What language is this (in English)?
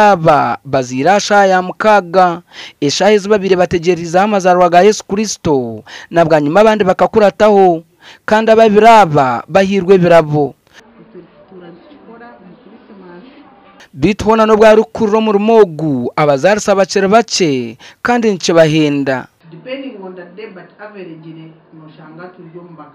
Nyankole